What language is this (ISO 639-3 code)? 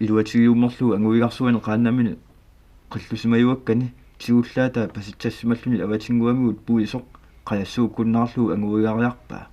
kal